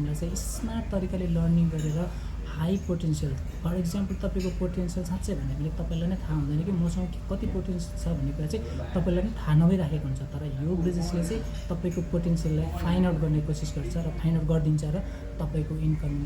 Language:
Nepali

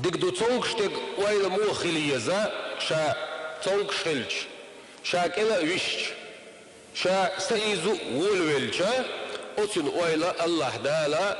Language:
Chechen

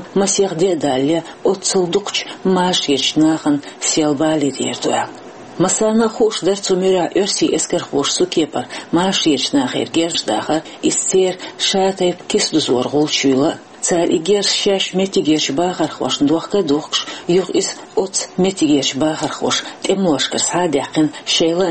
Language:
Chechen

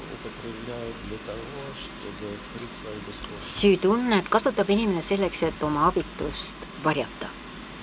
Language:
Estonian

